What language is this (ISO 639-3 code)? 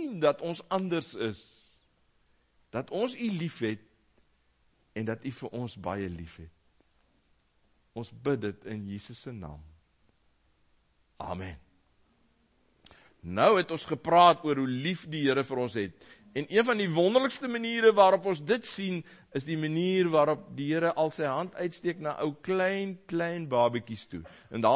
afr